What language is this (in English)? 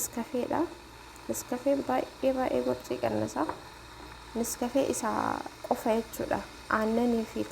Oromo